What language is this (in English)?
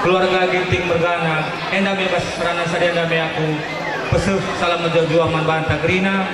Batak Karo